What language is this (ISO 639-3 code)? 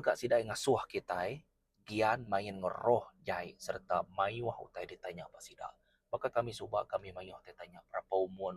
iba